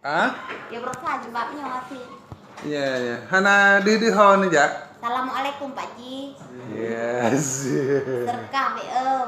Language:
Achinese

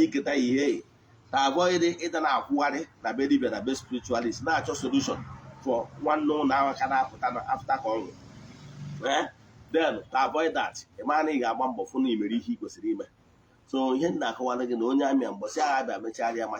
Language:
Igbo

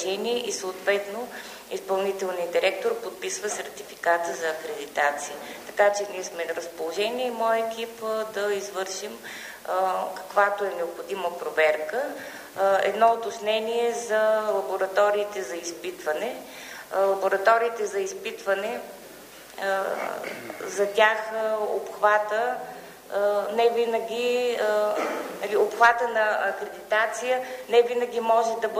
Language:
Bulgarian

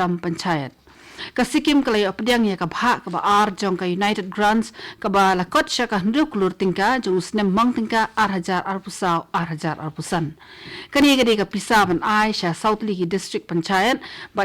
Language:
Khasi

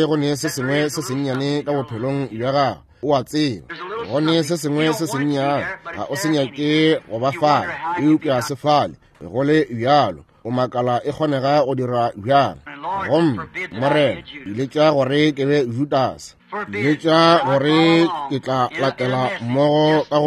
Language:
Northern Sotho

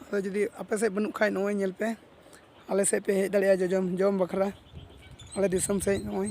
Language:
Santali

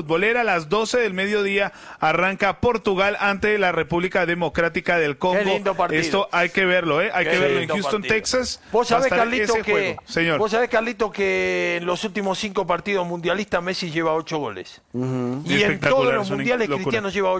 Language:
Spanish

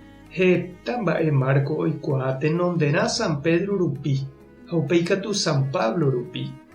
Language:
Guarani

